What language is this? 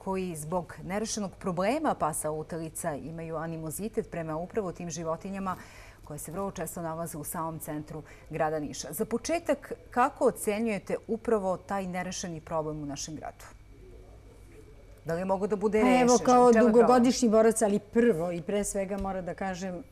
Serbian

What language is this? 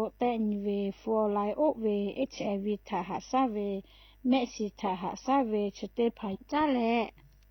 Lahu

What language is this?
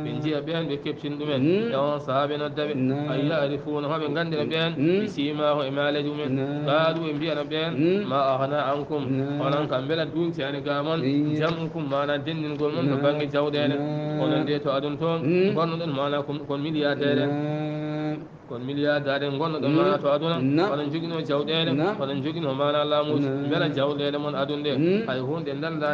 Fula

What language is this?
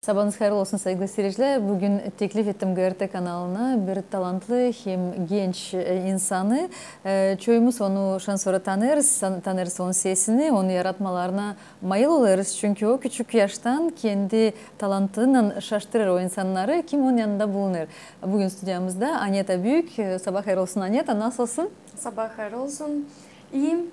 Gagauz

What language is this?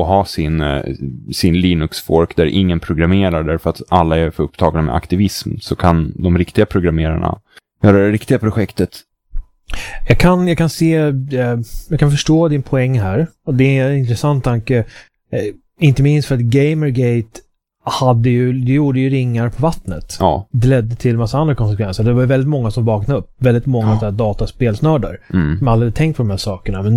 Swedish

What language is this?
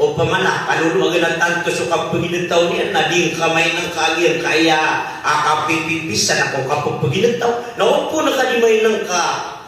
Maranao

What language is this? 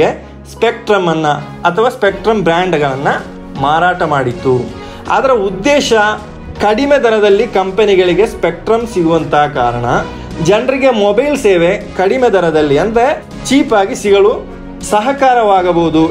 Kannada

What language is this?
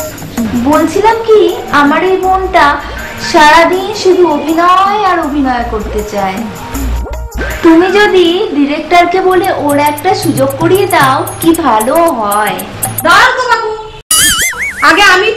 Bangla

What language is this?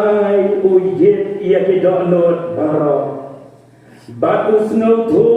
Khasi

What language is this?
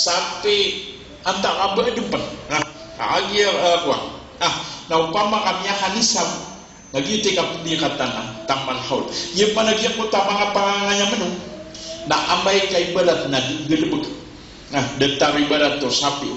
Maranao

